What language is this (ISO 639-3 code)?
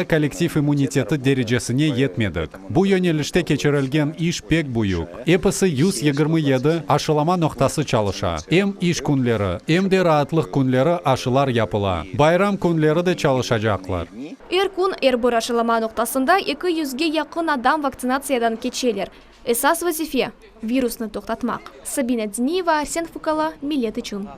crh